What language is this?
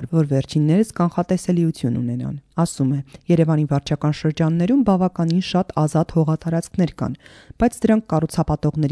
Armenian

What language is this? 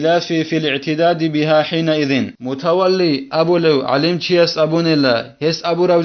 Avaric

